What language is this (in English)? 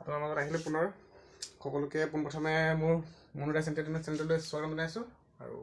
Assamese